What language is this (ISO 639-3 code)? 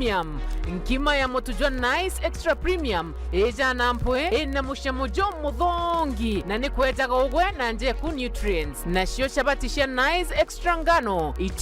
mer